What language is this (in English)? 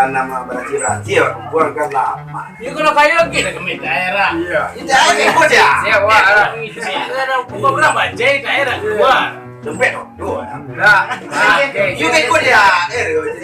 Minangkabau